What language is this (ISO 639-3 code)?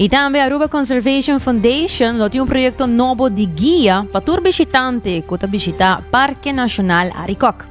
pap